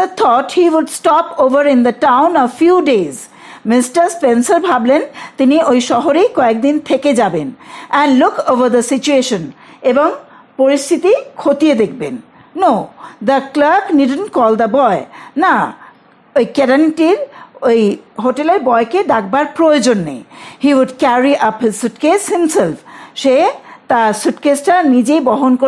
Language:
Bangla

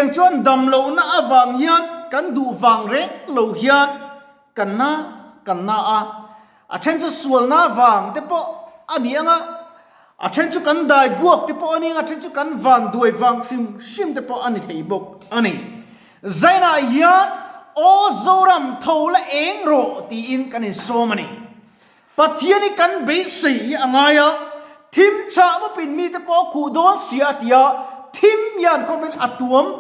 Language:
Mizo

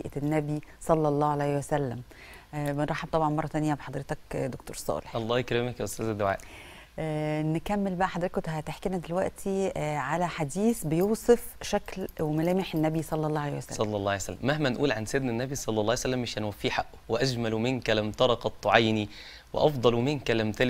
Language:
Egyptian Arabic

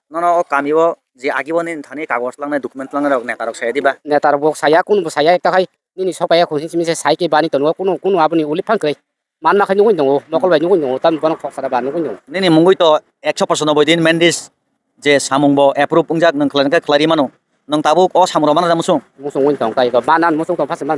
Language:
Kok Borok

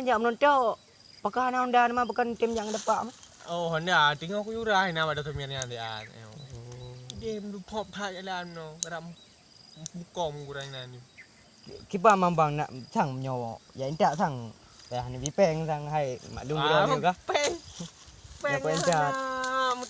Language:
Achinese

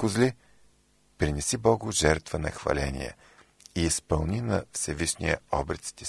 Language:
Bulgarian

